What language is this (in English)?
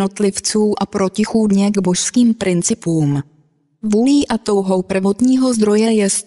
Czech